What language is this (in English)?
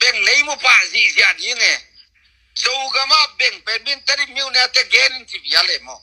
Tedim Chin